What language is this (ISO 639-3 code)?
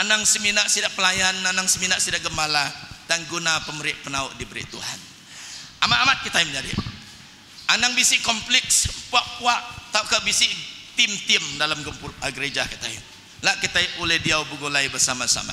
iba